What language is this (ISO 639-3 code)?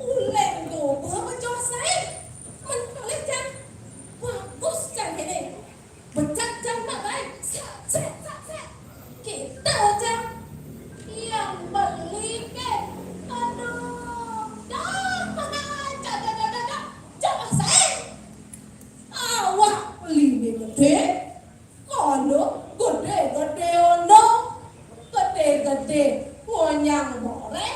ban